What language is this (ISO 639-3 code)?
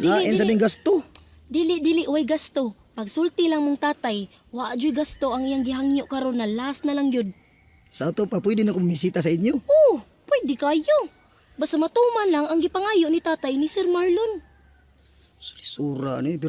ceb